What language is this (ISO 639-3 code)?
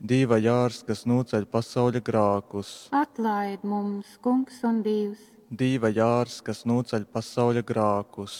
ltg